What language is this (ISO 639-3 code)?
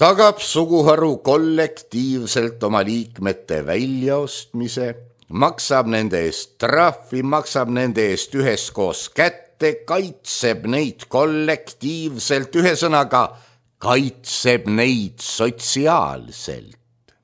est